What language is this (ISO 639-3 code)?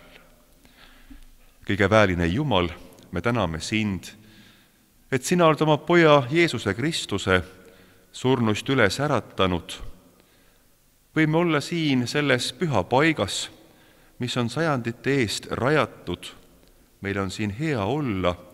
est